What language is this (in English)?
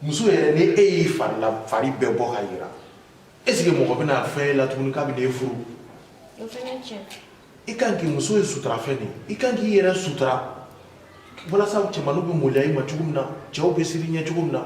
Bambara